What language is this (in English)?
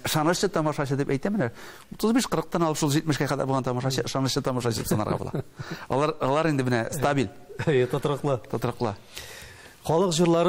Tatar